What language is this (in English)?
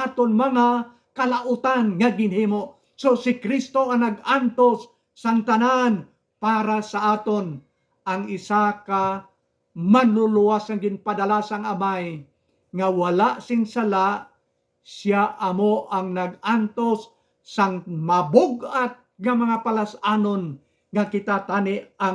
Hiligaynon